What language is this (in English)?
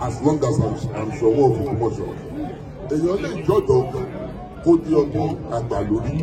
Yoruba